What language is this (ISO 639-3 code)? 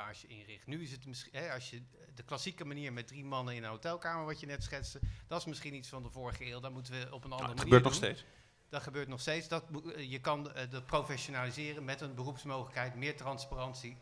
nld